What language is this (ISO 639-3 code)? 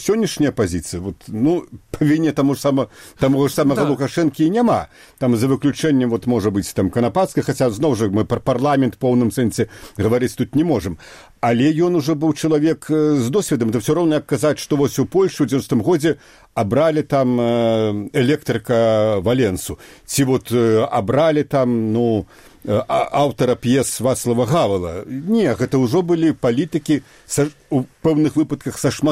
bel